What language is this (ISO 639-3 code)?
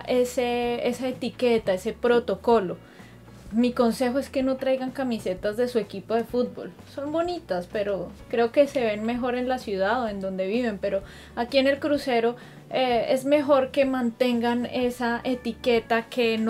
spa